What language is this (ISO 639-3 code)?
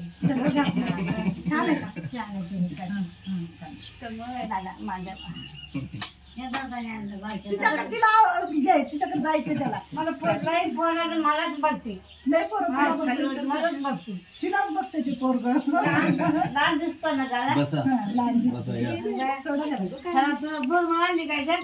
mar